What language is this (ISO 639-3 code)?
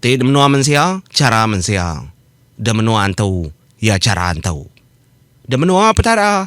iba